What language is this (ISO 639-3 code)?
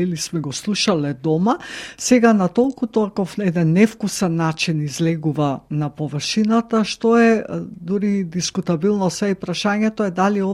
mkd